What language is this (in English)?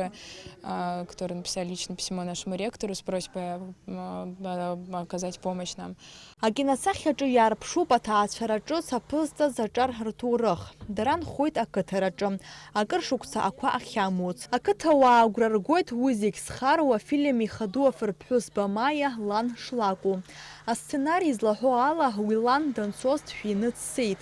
Abkhazian